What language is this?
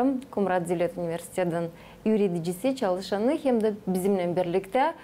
Gagauz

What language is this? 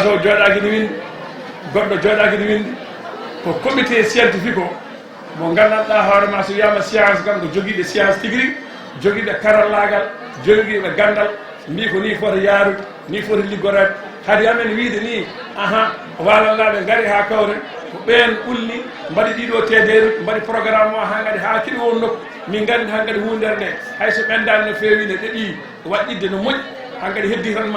Fula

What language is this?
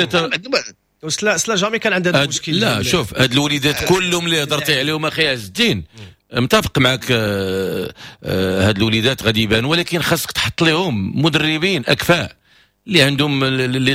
Moroccan Arabic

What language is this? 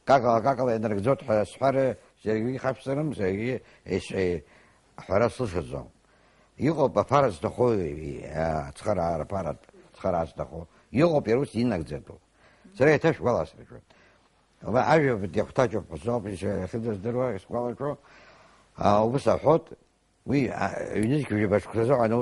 Abkhazian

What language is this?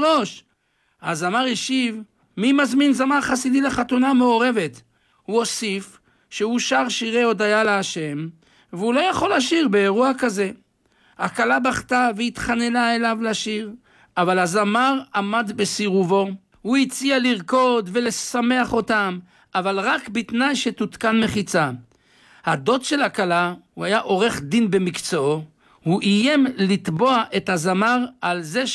Hebrew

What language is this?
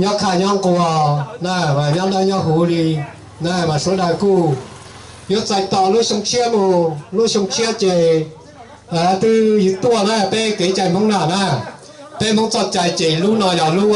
Hmong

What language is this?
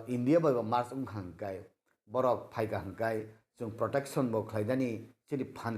Kok Borok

